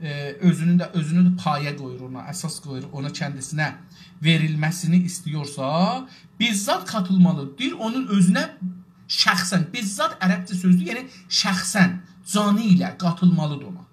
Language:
South Azerbaijani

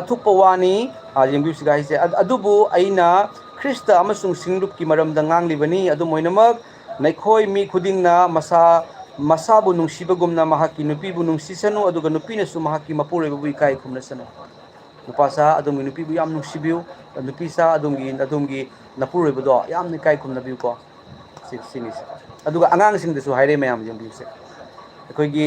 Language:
Manipuri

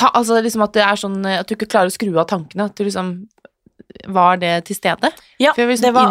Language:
Norwegian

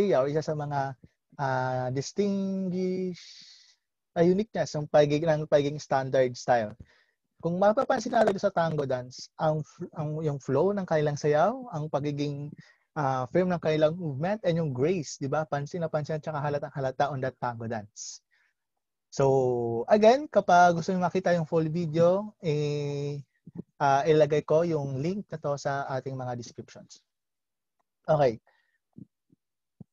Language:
Filipino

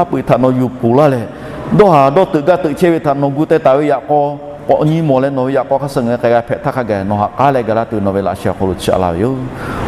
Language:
Lahu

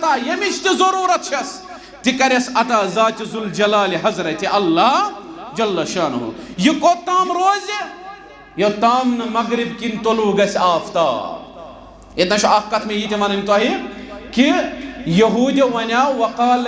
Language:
Kashmiri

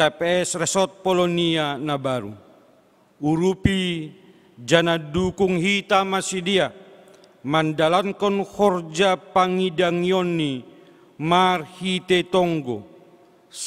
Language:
Batak Simalungun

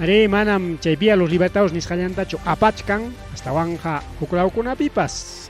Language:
Ayacucho Quechua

